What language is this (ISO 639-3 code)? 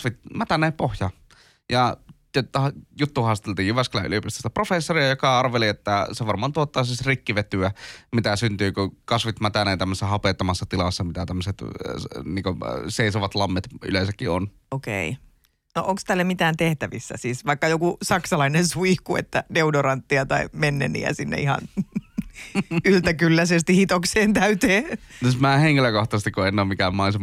fin